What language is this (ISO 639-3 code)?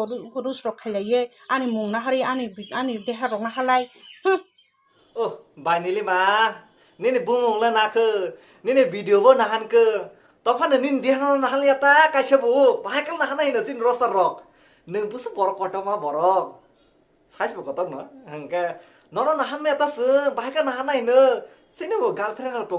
trp